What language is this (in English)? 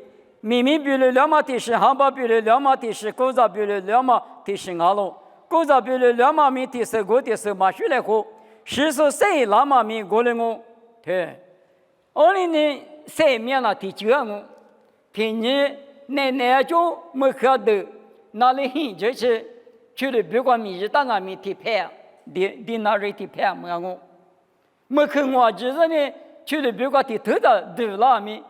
Lisu